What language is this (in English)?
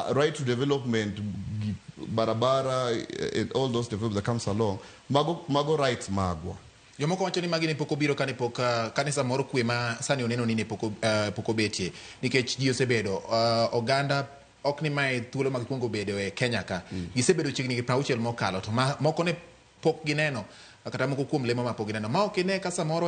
Luo (Kenya and Tanzania)